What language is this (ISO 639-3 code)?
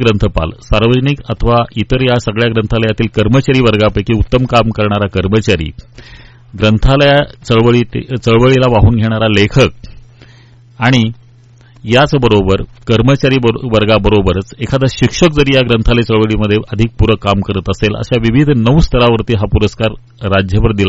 mar